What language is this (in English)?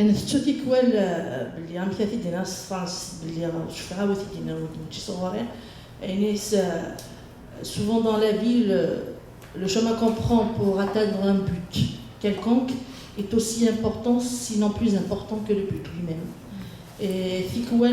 Kabyle